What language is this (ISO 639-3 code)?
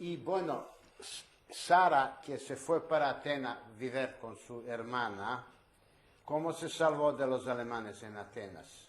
lad